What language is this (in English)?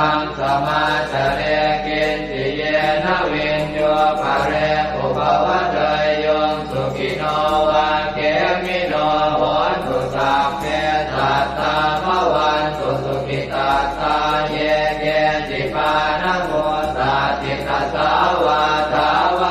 Pali